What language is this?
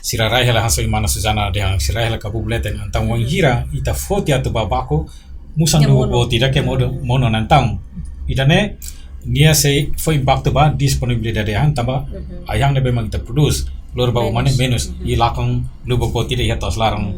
Tetum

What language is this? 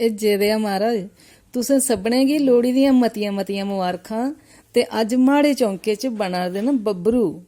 Dogri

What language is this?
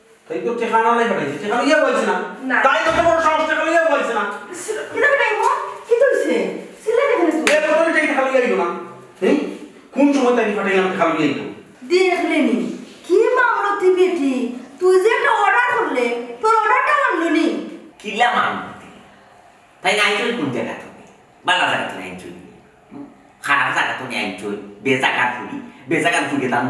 Sylheti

